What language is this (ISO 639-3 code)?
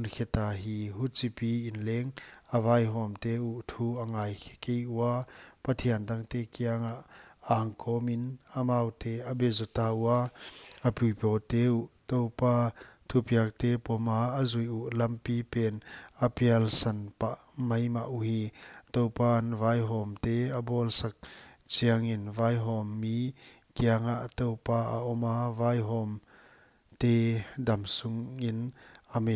pck